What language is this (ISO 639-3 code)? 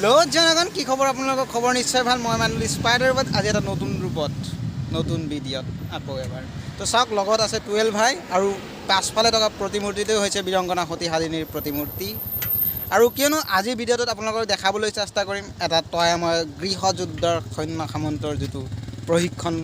asm